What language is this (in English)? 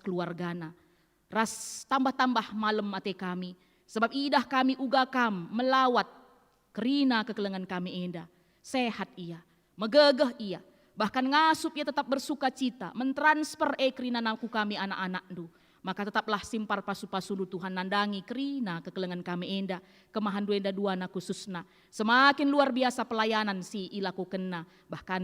Batak Karo